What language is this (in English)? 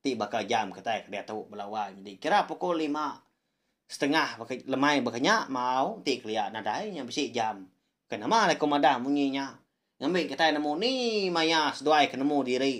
Iban